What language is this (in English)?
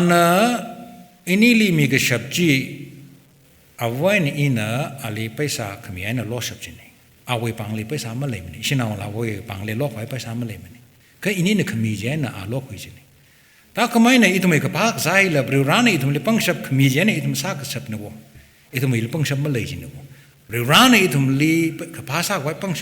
Tangkhul Naga (India)